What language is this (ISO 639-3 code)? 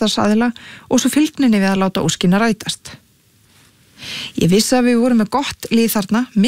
isl